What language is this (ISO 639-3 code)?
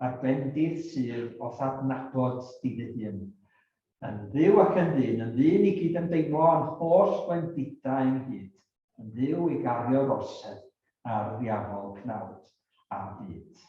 cym